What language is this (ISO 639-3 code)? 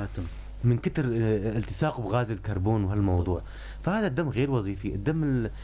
apc